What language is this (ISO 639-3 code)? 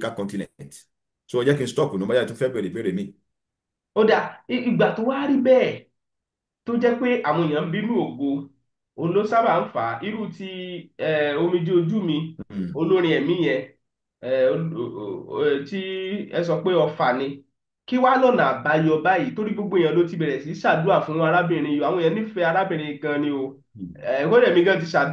yor